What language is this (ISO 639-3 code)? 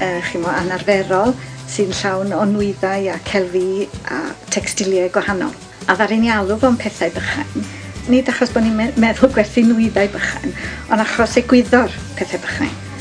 cym